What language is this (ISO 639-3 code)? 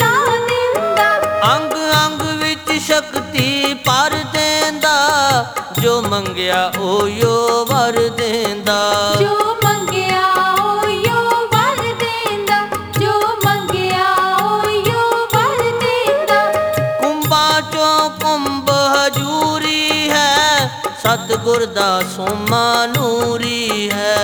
pan